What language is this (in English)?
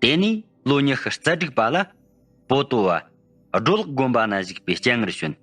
Tibetan